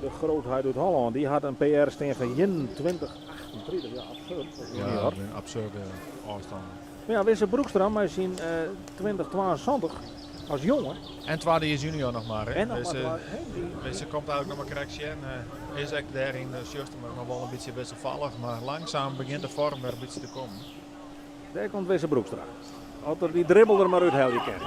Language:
Western Frisian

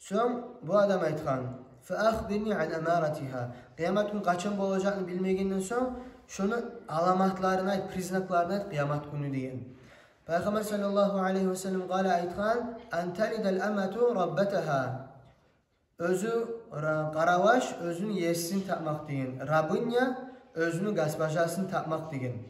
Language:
Kumyk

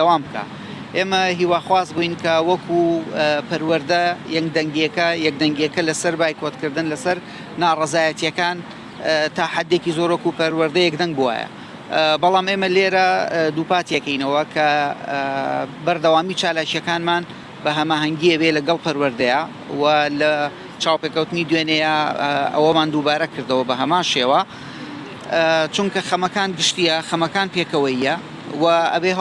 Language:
Central Kurdish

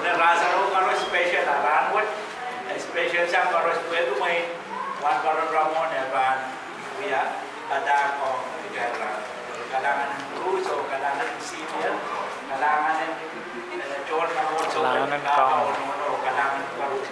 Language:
Pohnpeian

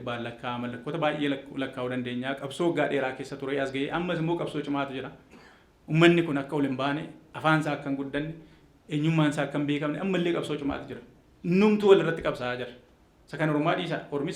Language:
Oromo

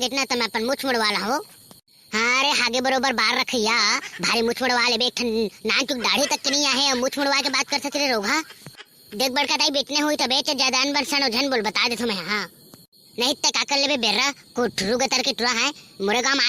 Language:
Chhattisgarhi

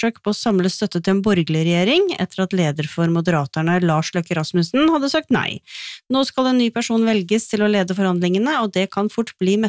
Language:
Norwegian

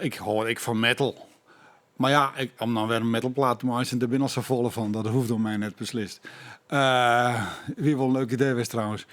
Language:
Western Frisian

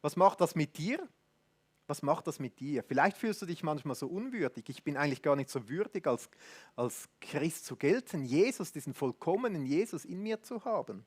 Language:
Swiss German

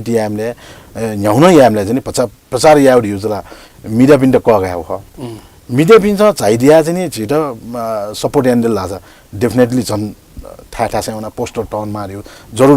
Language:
Newari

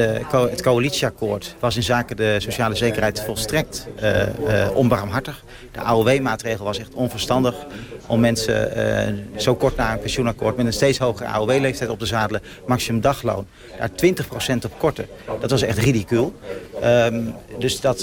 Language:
Dutch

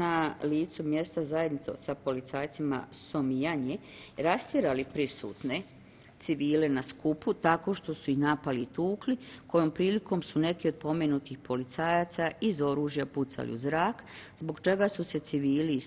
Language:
Bosnian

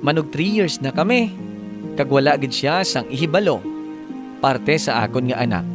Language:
Hiligaynon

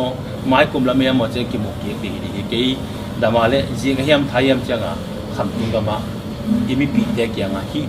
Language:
Tedim Chin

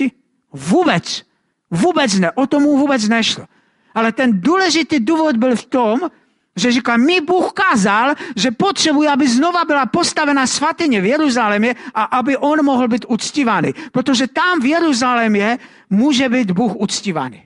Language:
Czech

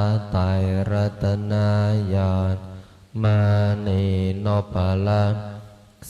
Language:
Pali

